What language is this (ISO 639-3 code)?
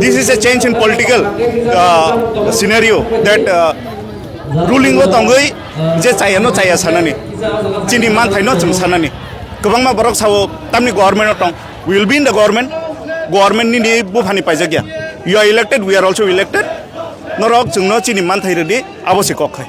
trp